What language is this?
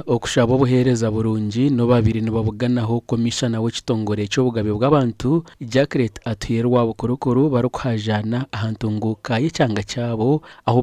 Nyankole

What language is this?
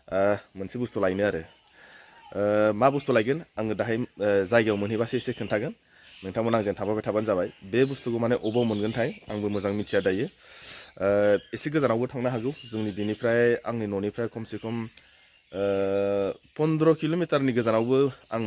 Bodo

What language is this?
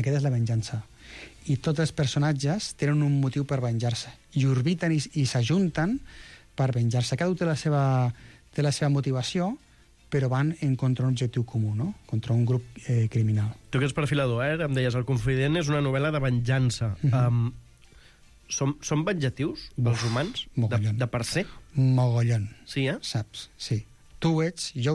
Catalan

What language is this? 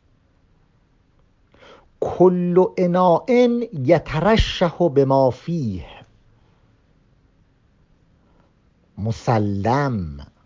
Persian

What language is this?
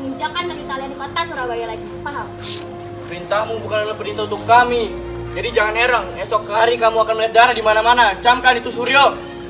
Indonesian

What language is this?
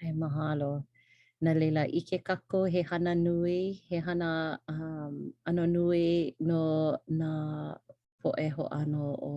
Hawaiian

